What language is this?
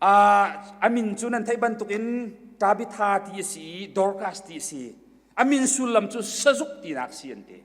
Hakha Chin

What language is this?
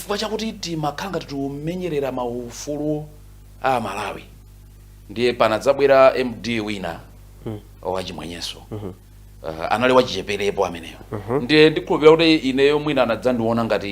Nyanja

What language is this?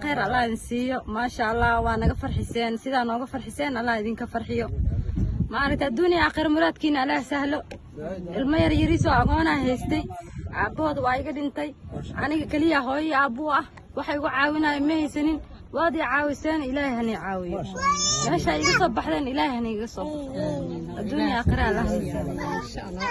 Somali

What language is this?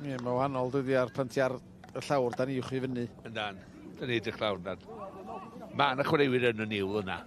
Welsh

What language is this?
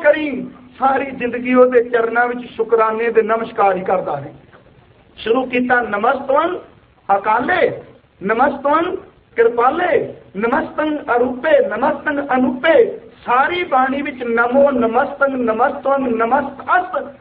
Punjabi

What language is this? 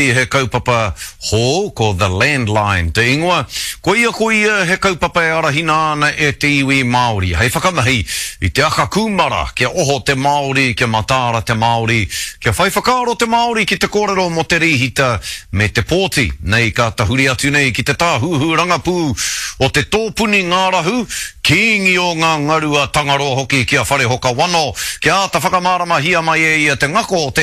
Māori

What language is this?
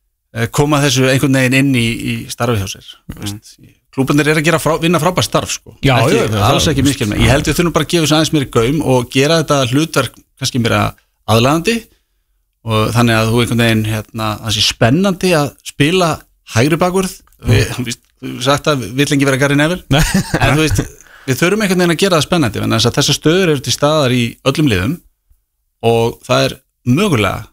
Icelandic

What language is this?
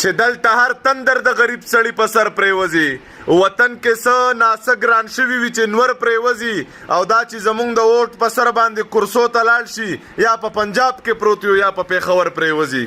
Pashto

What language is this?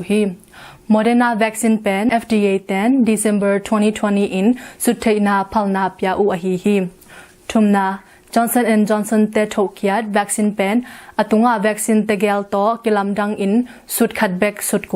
Tedim Chin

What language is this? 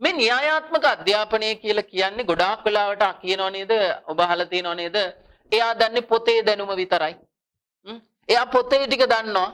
Sinhala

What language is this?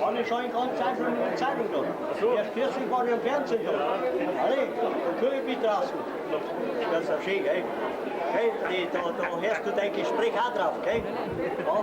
Bavarian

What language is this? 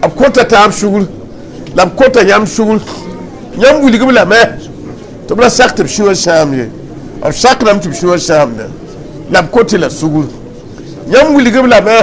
Mossi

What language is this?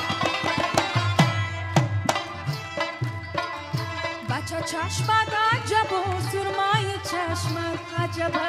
Persian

